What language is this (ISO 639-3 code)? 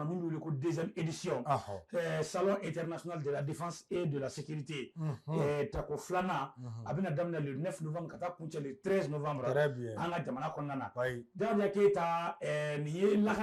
bam